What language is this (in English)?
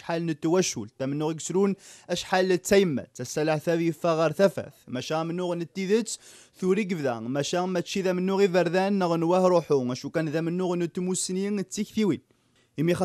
Kabyle